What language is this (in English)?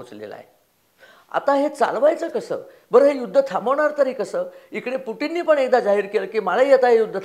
Marathi